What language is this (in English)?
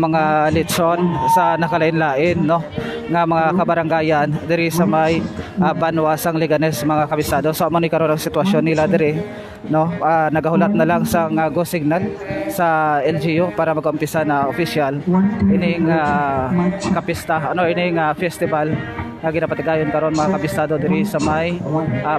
Hiligaynon